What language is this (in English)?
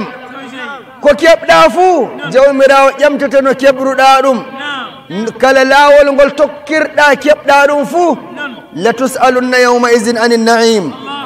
Nigerian Fulfulde